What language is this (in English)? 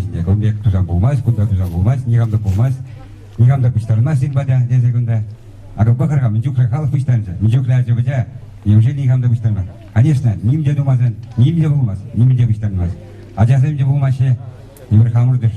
Chuvash